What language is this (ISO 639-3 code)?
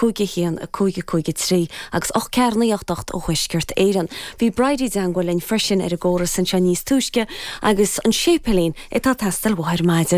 gle